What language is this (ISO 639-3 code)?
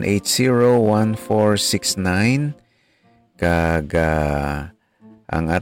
hil